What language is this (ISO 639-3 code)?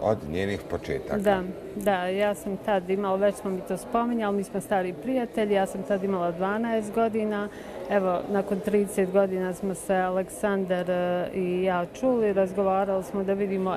bos